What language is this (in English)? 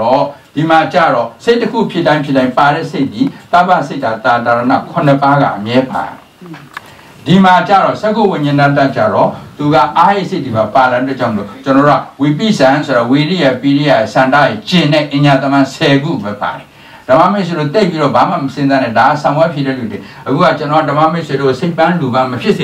Burmese